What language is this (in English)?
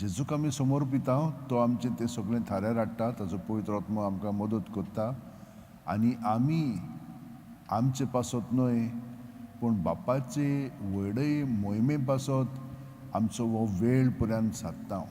Konkani